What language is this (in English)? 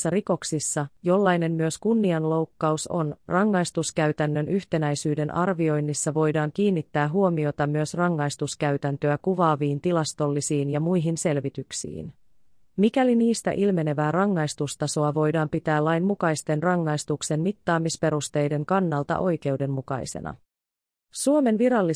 Finnish